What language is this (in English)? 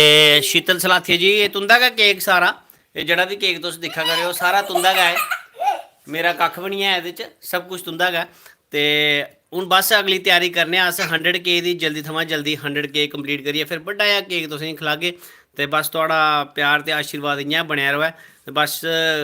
Dogri